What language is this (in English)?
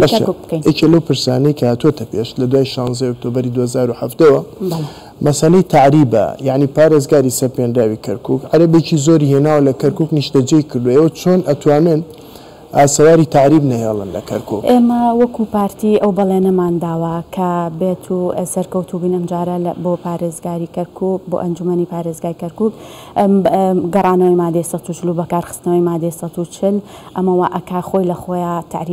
Central Kurdish